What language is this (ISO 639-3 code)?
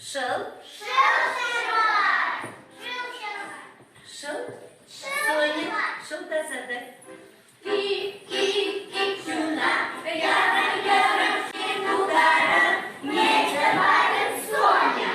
chv